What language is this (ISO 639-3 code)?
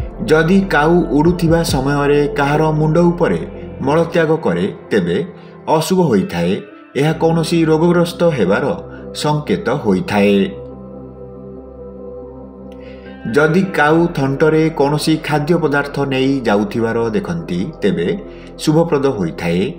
ori